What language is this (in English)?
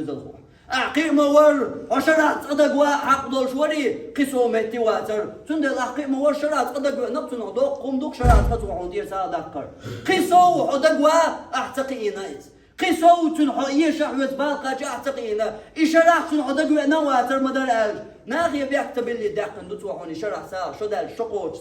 Chechen